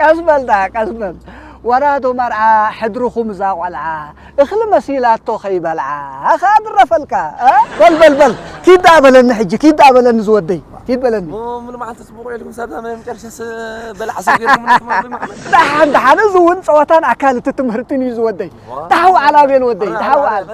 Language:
Tigrinya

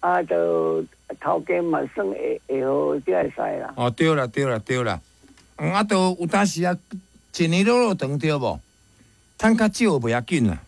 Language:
Min Nan Chinese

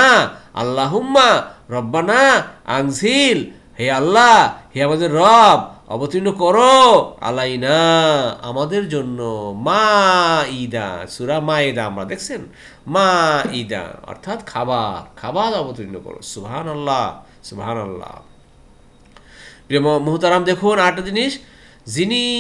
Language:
Bangla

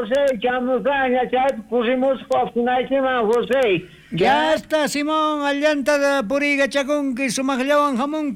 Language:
South Bolivian Quechua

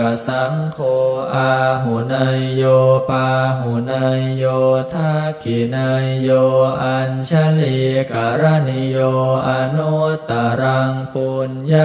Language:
Pali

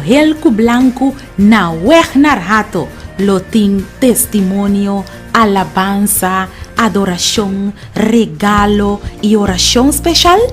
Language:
Papiamento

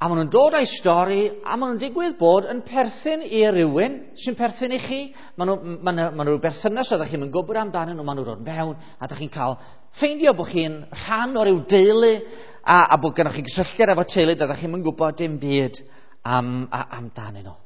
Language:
Welsh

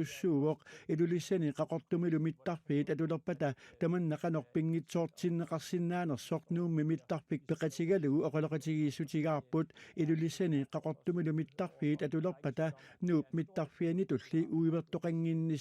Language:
Kalaallisut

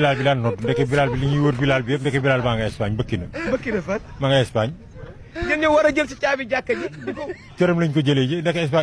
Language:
Wolof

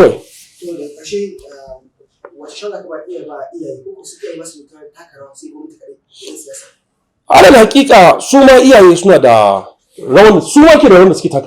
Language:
Hausa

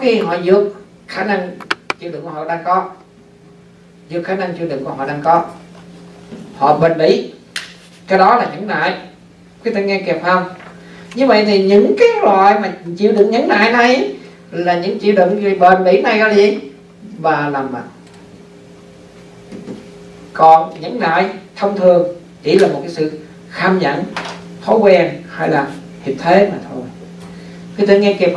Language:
Vietnamese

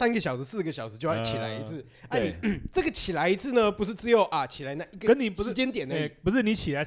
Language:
Chinese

